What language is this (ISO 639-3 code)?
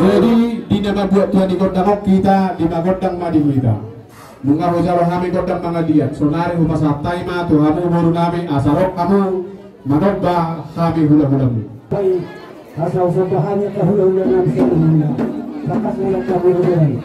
bbc